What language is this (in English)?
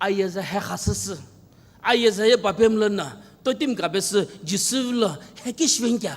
Sumi Naga